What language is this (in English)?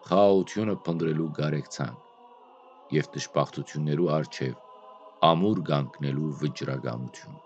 Western Armenian